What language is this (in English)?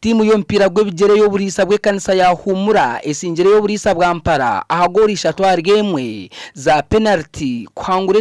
Nyankole